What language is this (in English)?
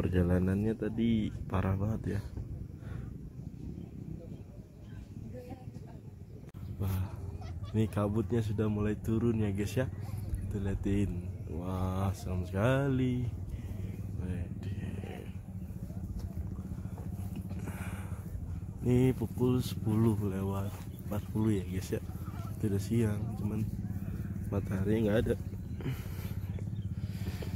Indonesian